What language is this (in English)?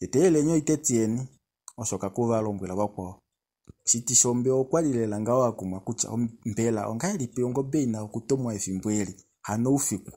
Kuanyama